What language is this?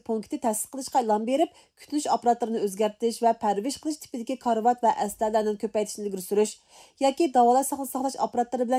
Uyghur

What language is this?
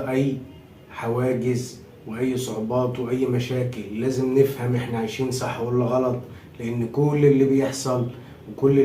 Egyptian Arabic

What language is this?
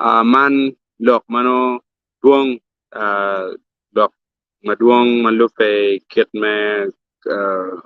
Acoli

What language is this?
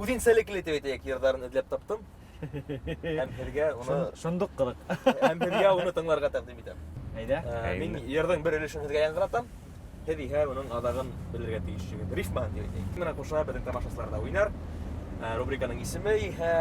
Bashkir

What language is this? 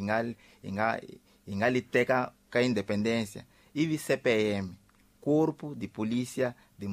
Tsonga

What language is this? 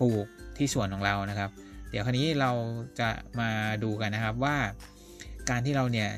Thai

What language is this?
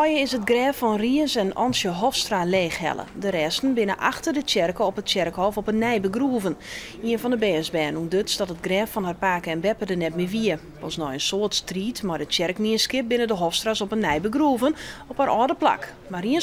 Western Frisian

